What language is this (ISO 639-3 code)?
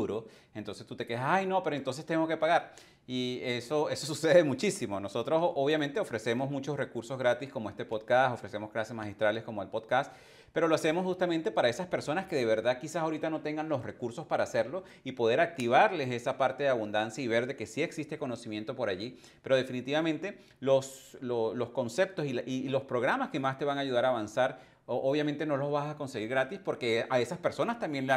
spa